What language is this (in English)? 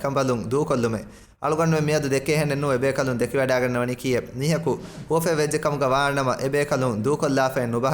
Divehi